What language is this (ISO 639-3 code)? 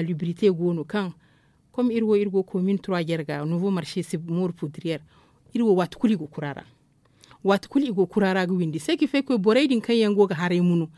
dje